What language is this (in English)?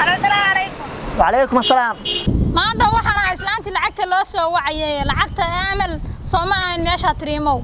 Somali